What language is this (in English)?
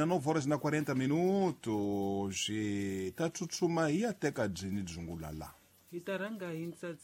Tsonga